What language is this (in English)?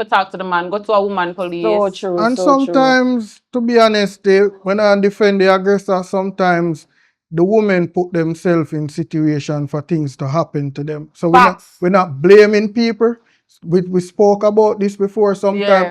Jamaican Creole English